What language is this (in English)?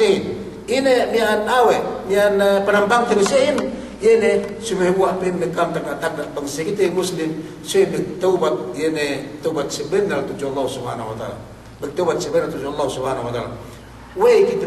Yakan